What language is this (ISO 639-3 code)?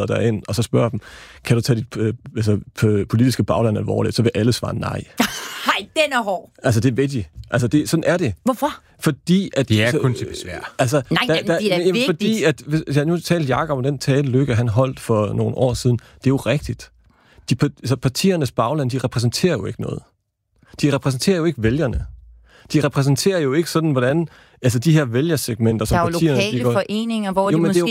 dan